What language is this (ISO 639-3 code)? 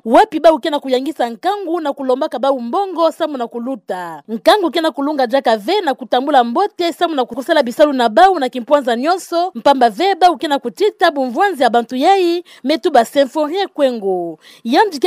ktu